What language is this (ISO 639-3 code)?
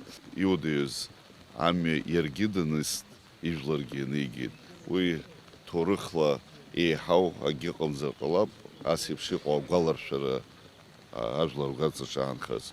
abk